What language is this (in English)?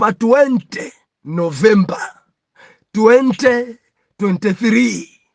Nyanja